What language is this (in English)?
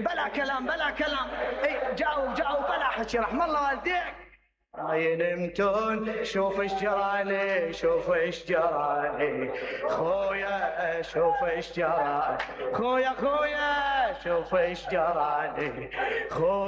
Mesopotamian Arabic